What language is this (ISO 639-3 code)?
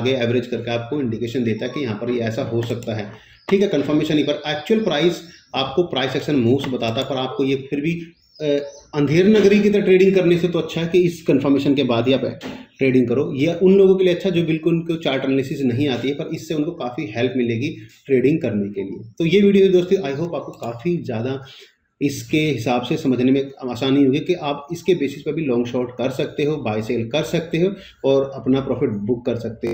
hin